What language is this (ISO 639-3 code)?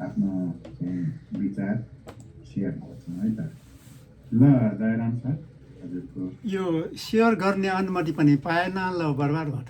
nep